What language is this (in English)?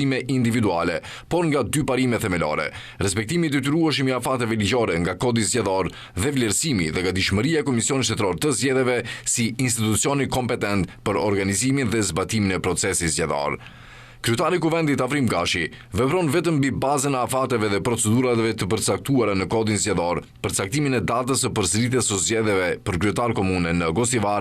Albanian